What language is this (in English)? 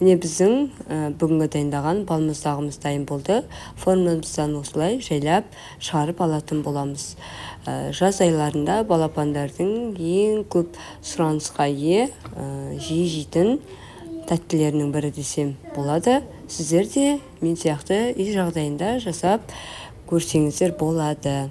Kazakh